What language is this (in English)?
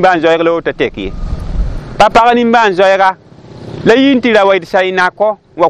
Mossi